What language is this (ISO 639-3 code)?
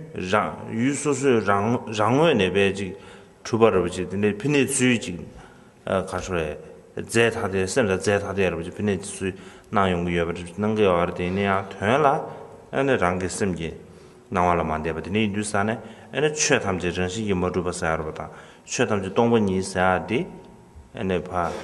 bod